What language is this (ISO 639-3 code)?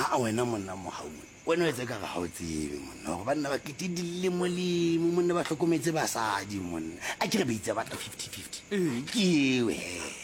sot